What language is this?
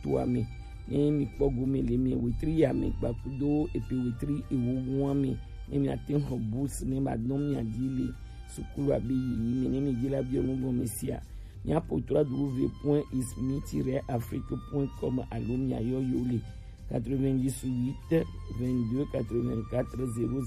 Gen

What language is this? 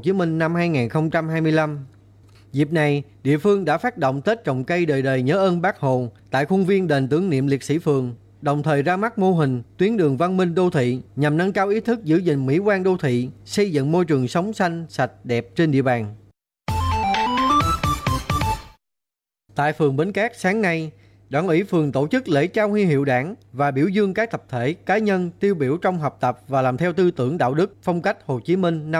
Vietnamese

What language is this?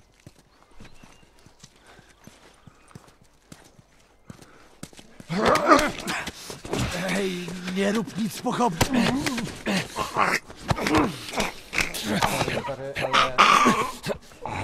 Polish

